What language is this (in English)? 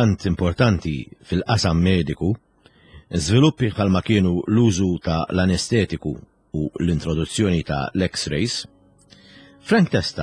Maltese